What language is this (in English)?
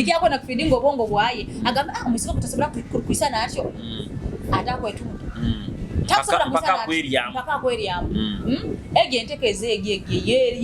Nyoro